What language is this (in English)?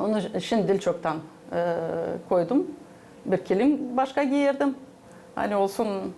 Gagauz